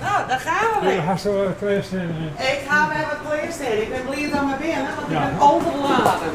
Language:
Western Frisian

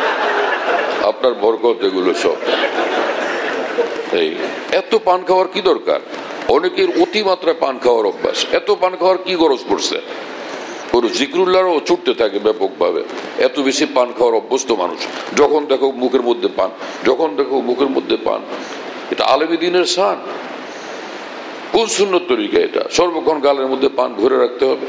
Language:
Bangla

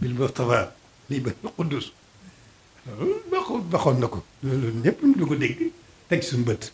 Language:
Wolof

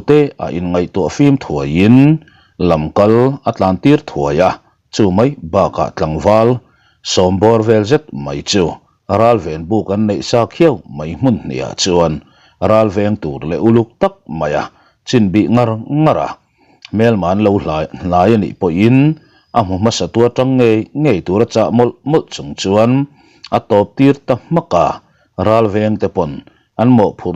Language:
Mizo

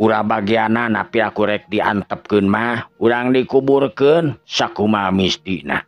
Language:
Sundanese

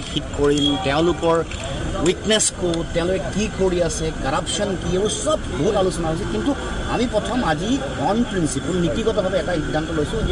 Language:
Assamese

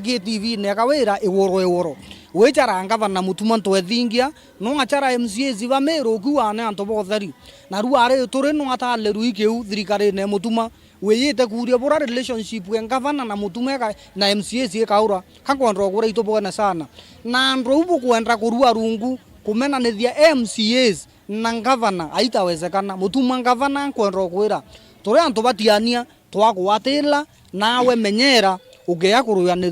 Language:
Meru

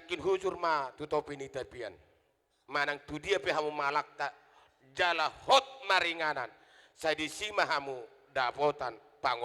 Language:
Batak Toba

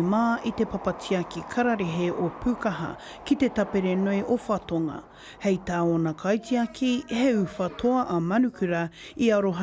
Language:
Māori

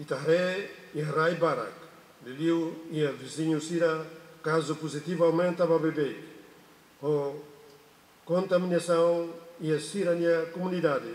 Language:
Tetum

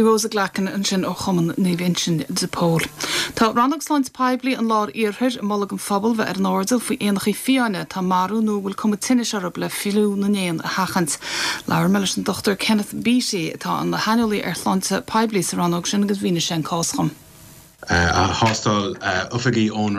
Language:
Irish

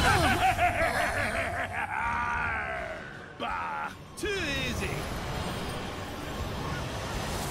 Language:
English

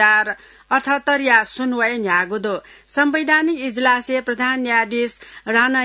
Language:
Newari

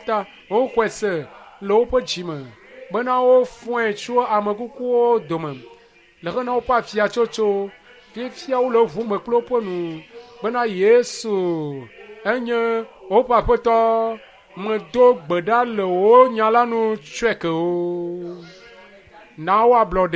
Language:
Ewe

